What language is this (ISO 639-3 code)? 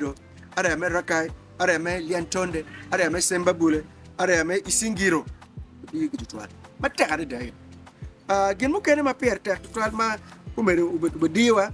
ach